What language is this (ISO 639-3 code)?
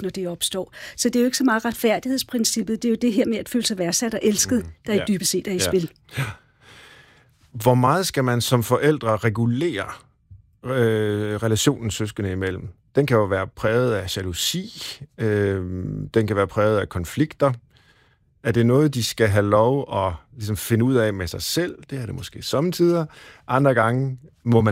dan